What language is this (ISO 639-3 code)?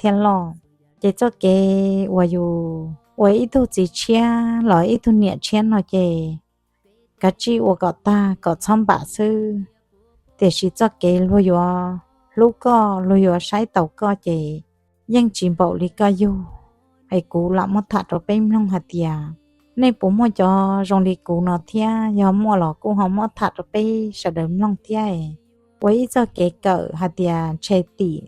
hmn